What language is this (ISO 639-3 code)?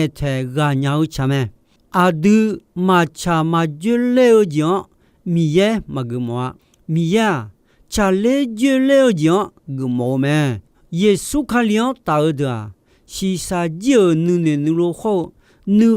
ahk